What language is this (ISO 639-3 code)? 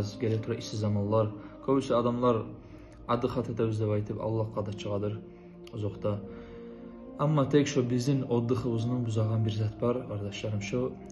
kum